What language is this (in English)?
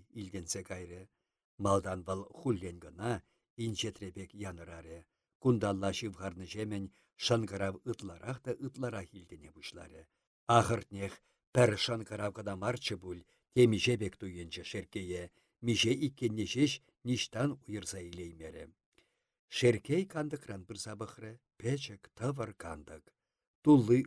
Chuvash